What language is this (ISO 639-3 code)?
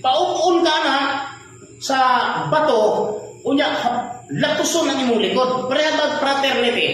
ceb